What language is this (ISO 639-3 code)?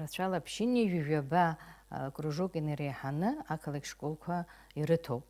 abk